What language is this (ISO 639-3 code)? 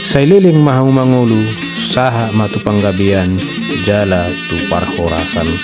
bbc